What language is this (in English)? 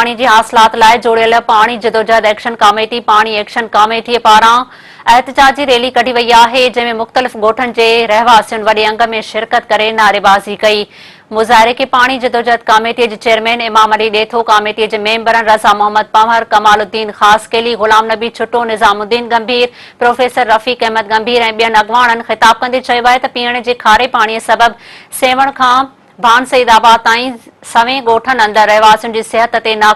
Sindhi